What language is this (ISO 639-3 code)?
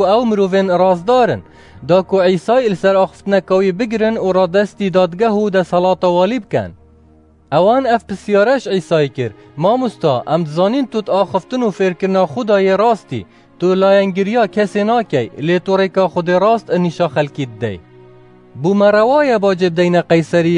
kur